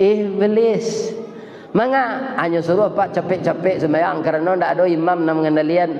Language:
Minangkabau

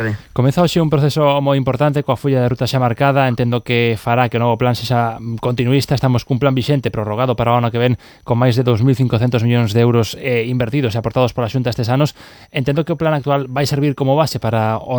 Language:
Galician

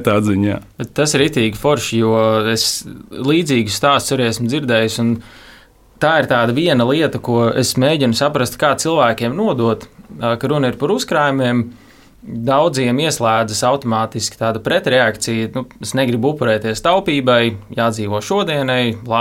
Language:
Latvian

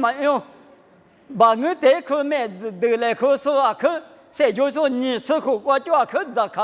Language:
Lisu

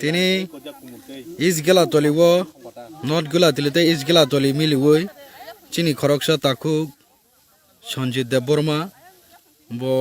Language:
Kok Borok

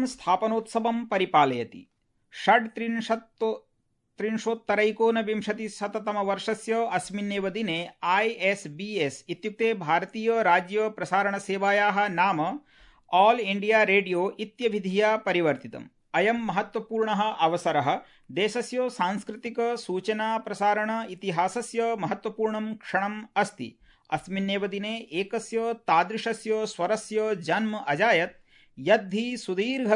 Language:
Sanskrit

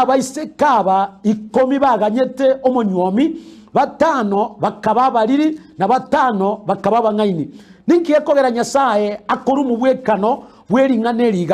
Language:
Gusii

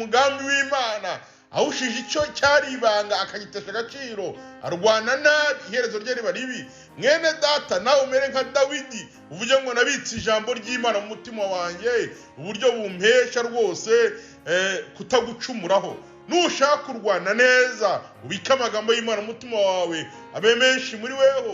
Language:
Kinyarwanda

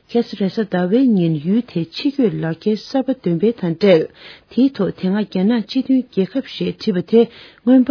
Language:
Tibetan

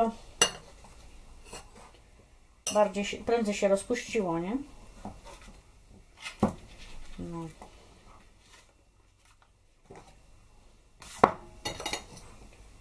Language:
Polish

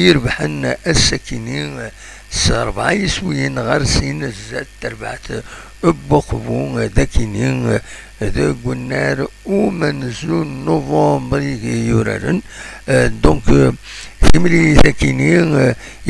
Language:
Kabyle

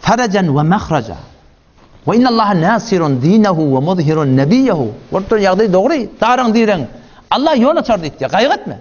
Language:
Turkmen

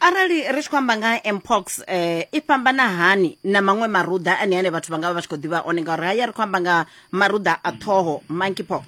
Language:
Venda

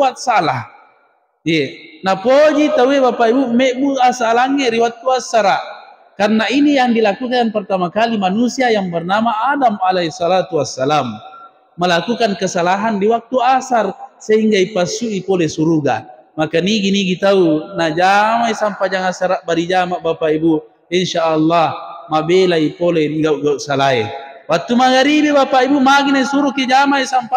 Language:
Buginese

